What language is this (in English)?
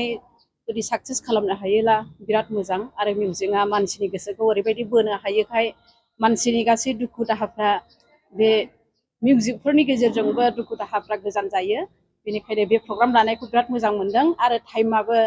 Bodo